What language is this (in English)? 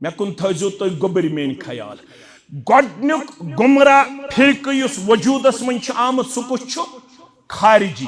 Kashmiri